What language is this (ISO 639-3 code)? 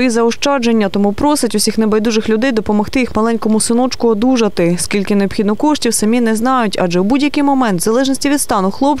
ukr